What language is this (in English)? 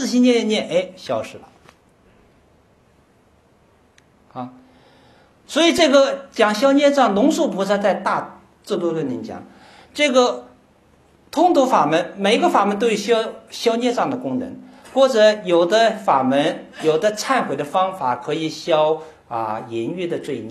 Chinese